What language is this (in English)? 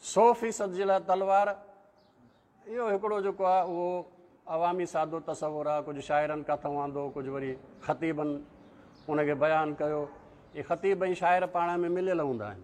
Sindhi